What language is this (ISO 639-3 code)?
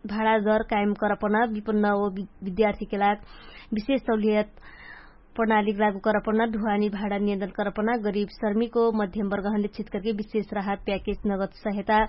thl